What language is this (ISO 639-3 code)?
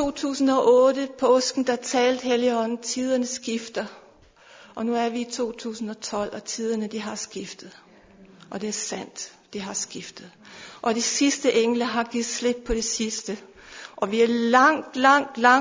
dan